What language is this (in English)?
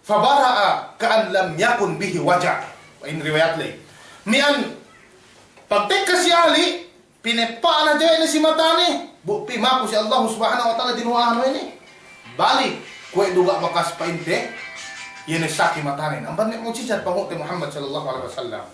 Yakan